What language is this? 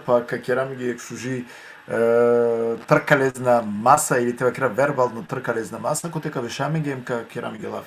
Balkan Romani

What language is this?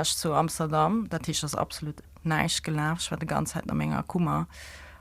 Luxembourgish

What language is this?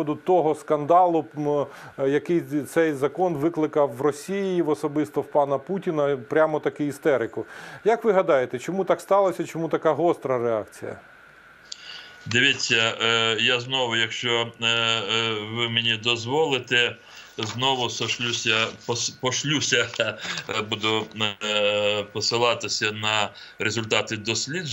Ukrainian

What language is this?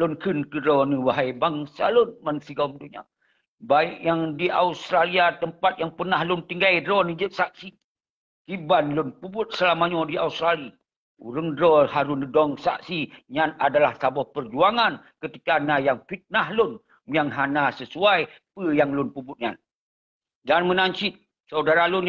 Achinese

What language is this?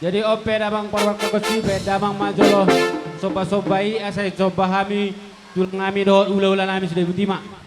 Batak Toba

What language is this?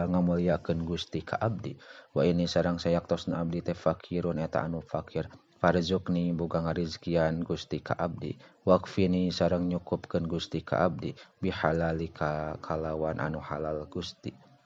Sundanese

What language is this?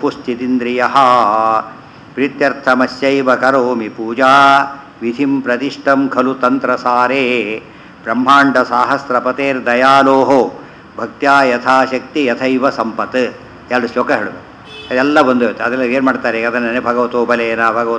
Kannada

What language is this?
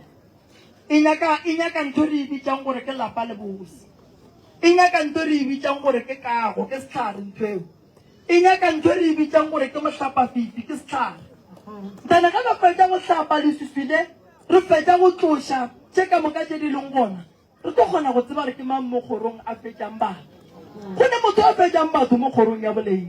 Northern Sotho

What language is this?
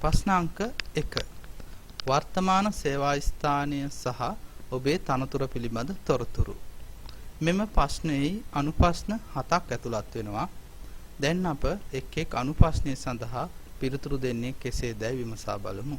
Sinhala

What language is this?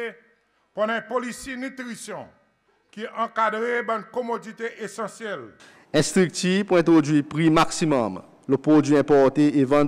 Seselwa Creole French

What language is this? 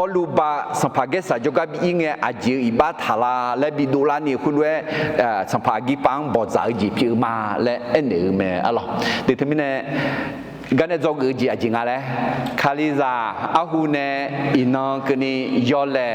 Akha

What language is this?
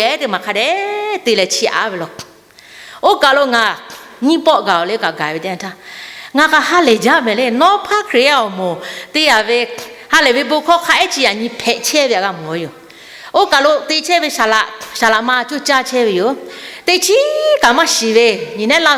Lahu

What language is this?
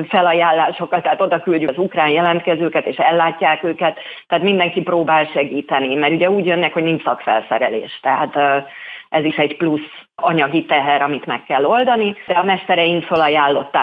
Hungarian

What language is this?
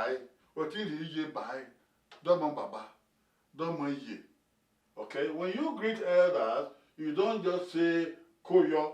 Bini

